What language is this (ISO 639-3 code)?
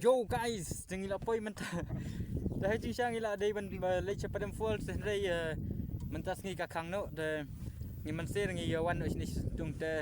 kha